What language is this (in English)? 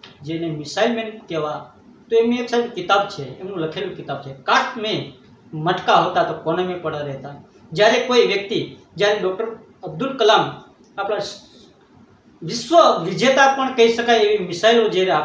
Gujarati